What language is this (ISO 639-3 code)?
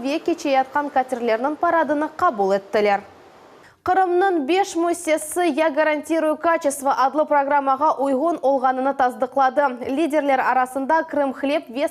crh